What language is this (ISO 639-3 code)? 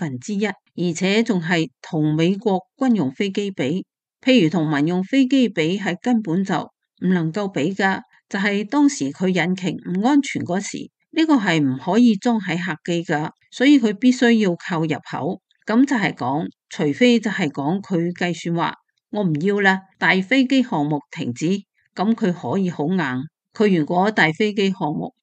yue